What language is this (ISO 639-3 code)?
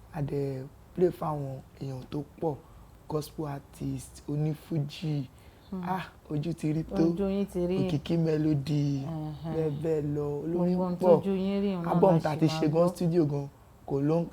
yor